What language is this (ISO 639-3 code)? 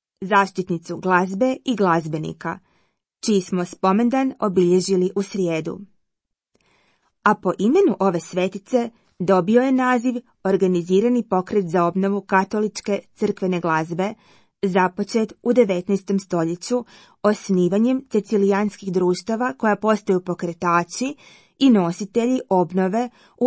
hrv